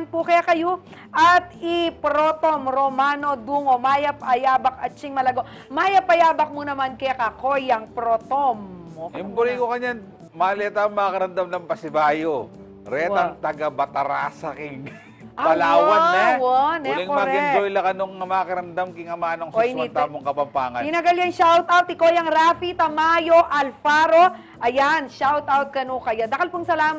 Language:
Pampanga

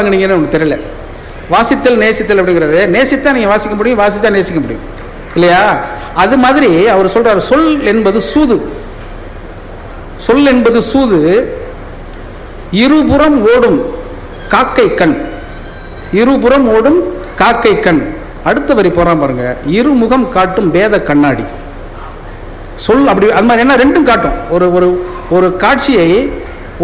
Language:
Tamil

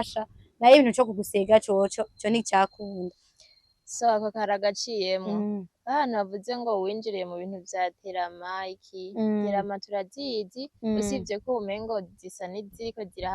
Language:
Rundi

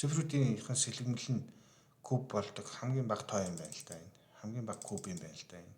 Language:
Mongolian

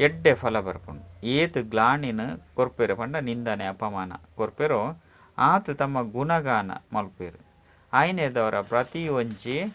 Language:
Tulu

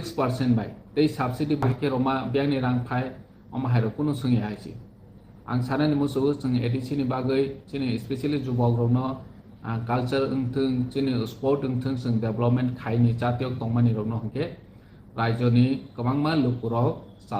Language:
Riang (India)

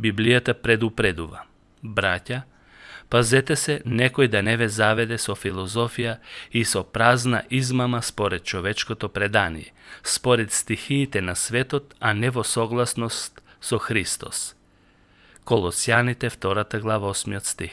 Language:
Macedonian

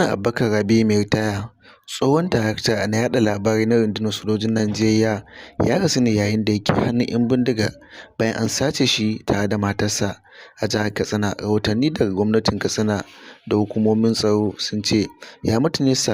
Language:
Hausa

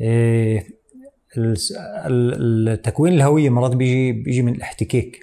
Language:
North Levantine Arabic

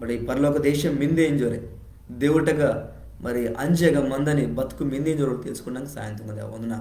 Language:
Koya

